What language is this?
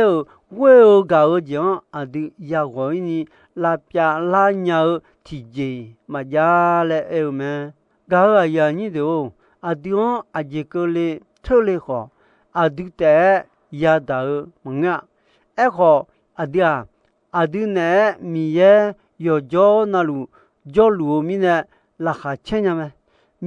Akha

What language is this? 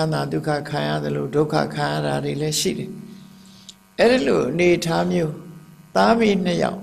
Burmese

